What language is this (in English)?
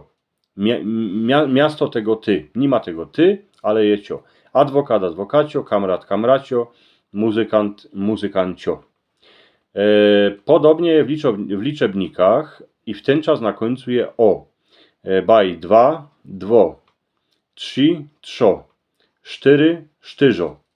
Silesian